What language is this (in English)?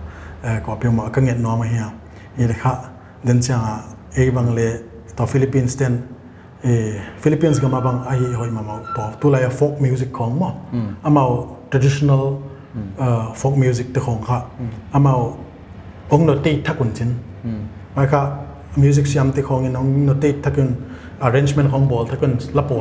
Paite Chin